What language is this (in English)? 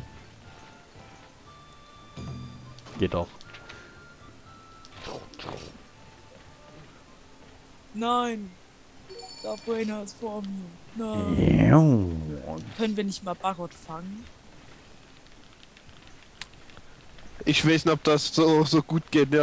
German